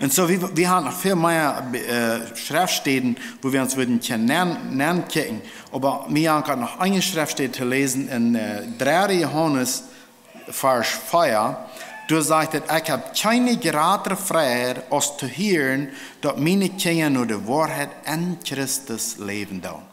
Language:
Plautdietsch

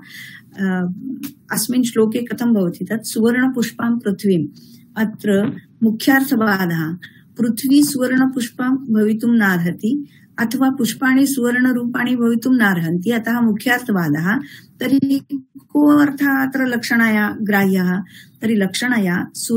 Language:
Sanskrit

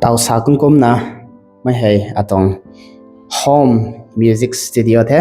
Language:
Rongmei Naga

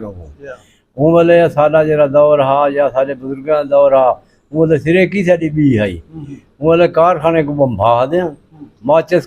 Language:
Saraiki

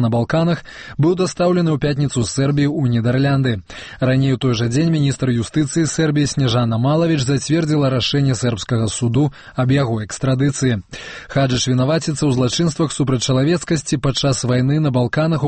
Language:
Belarusian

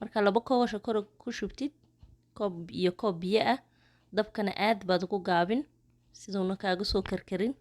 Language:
Somali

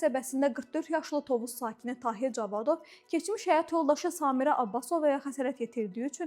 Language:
Azerbaijani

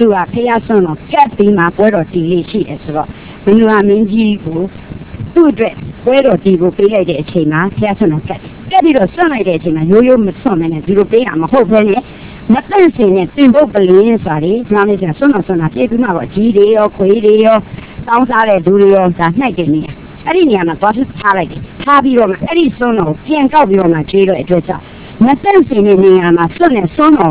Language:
Burmese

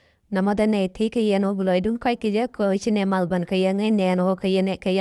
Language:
Nuer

